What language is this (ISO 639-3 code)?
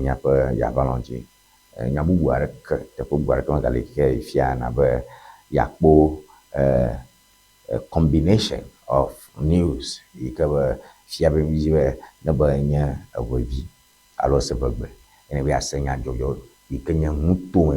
ewe